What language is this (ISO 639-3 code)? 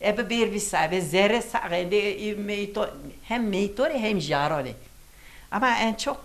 zza